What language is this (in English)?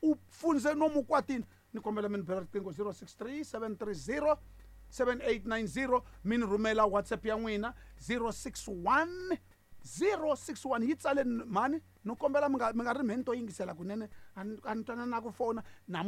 Tsonga